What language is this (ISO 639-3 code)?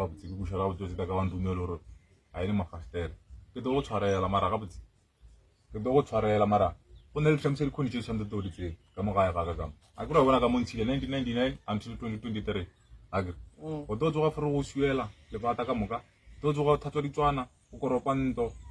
nso